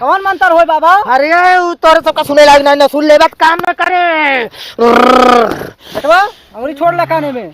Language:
Awadhi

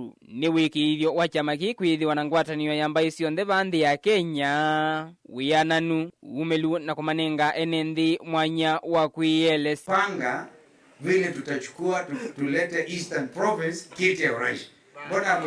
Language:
Kamba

